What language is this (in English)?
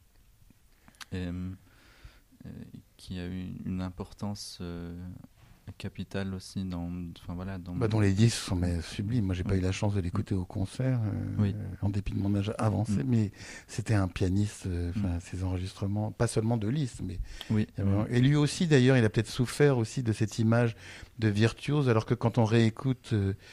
French